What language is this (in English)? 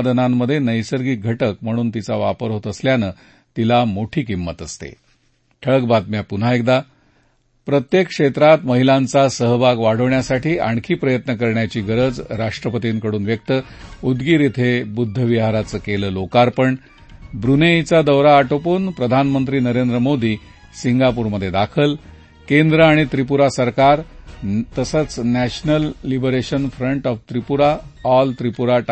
Marathi